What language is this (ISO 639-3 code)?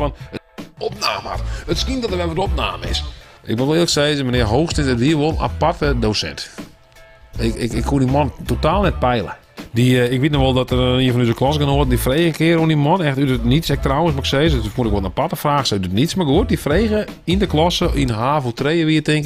fry